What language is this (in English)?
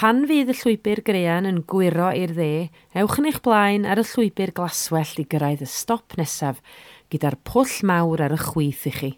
Welsh